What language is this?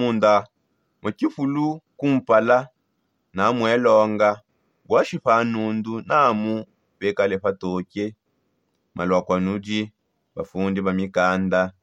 Songe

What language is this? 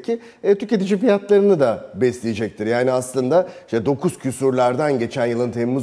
Turkish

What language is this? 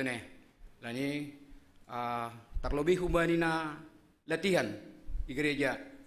Batak Simalungun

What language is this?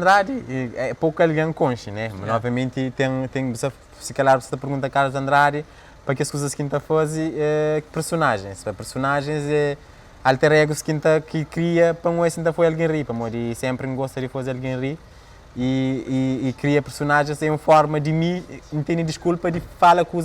Kabuverdianu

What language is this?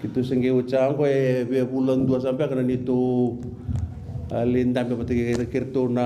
Fijian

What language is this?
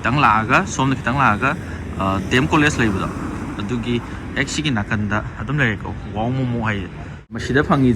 Manipuri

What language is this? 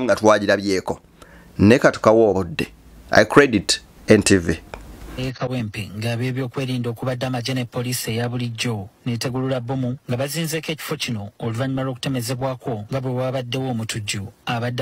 Ganda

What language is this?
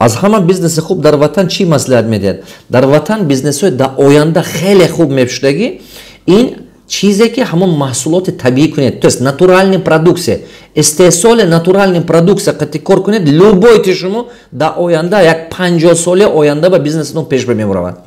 Tajik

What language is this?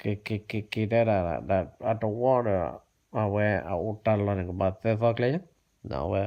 S'gaw Karen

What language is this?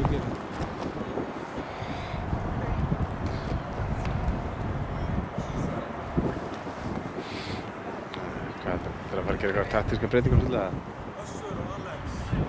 Icelandic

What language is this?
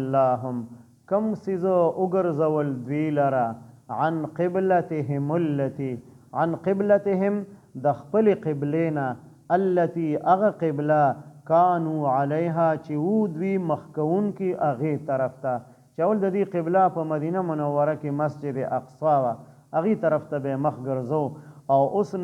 Pashto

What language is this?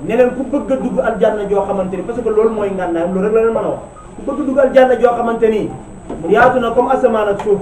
Wolof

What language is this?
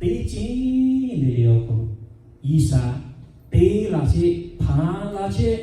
Lahu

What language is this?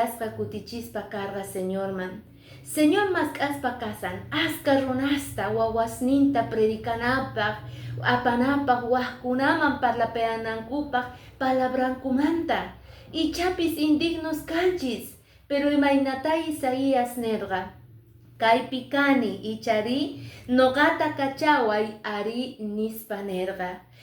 Quechua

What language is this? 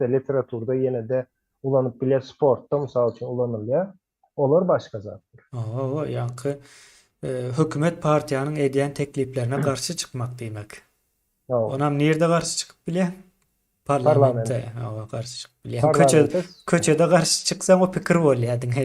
Turkmen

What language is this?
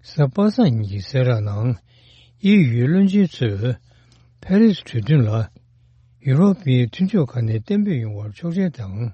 Tibetan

